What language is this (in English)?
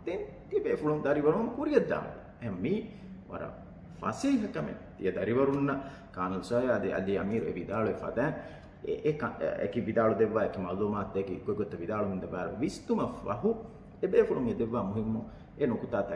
Divehi